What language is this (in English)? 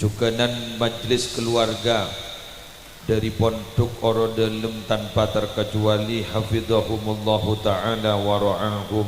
Madurese